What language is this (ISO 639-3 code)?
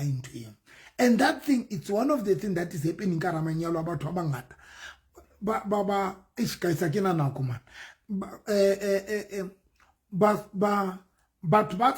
sot